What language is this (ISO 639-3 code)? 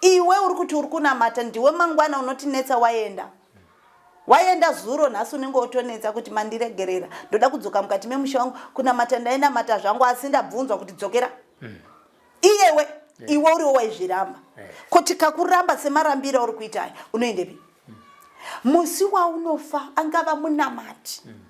sna